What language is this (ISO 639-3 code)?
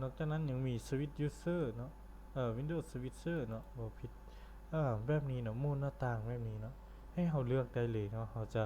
lao